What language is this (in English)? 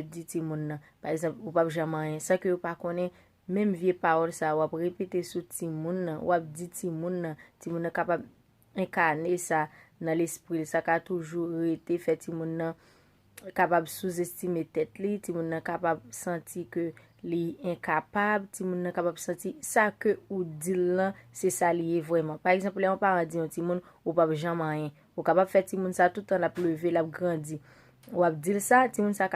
Haitian Creole